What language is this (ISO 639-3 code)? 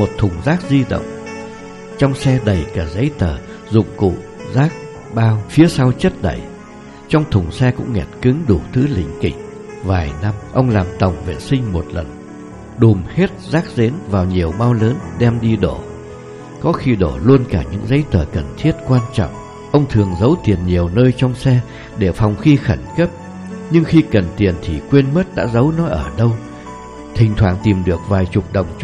vie